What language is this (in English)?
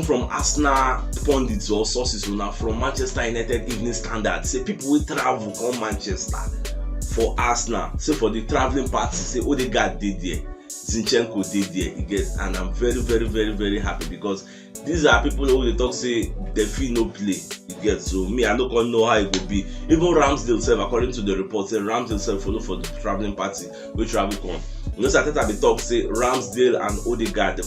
Nigerian Pidgin